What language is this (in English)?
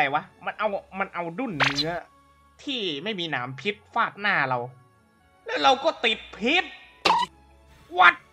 Thai